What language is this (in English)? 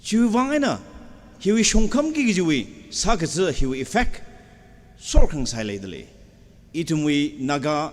Tangkhul Naga (India)